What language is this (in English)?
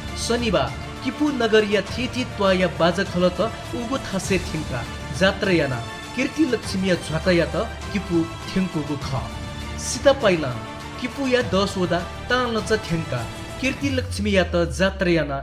Newari